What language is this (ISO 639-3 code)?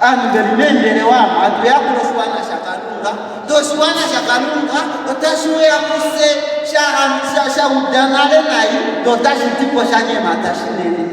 kua